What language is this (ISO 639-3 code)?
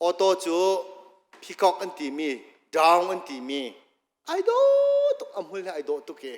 cnh